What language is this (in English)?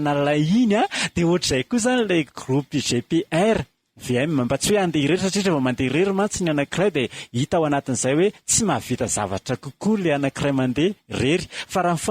Malagasy